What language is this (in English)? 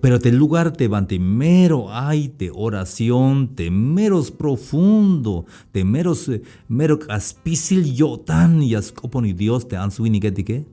Tzeltal